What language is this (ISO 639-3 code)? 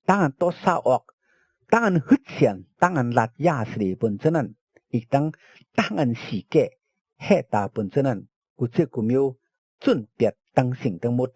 shn